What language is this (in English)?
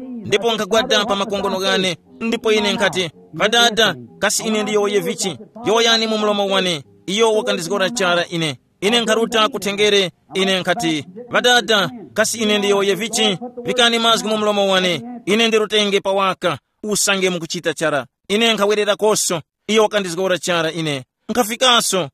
Tumbuka